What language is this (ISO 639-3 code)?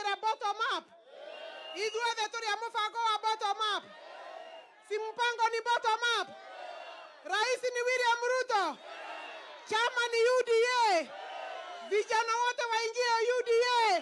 swa